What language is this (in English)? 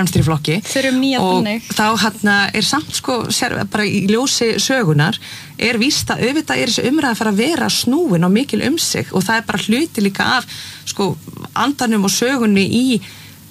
Icelandic